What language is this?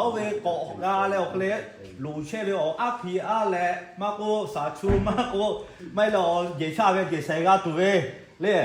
Lahu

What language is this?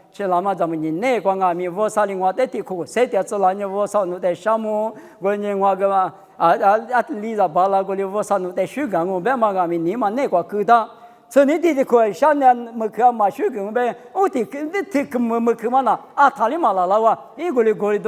Lisu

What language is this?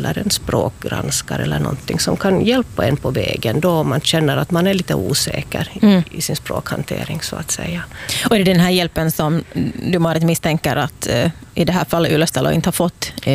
Swedish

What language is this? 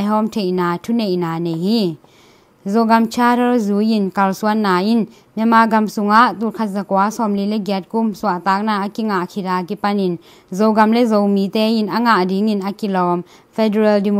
Tedim Chin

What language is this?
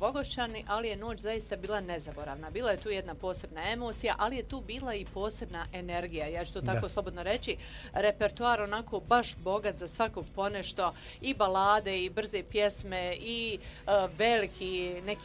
Bosnian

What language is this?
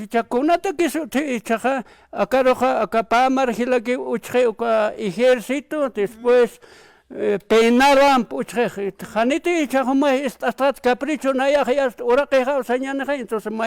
Aymara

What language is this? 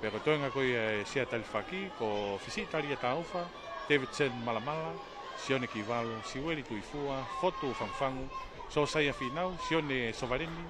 Tongan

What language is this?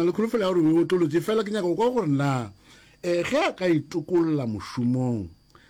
Northern Sotho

